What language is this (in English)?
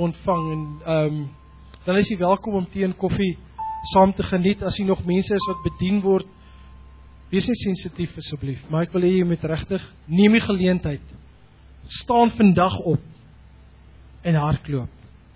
Afrikaans